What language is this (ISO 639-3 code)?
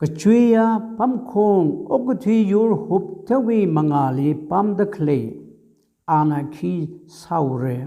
nmf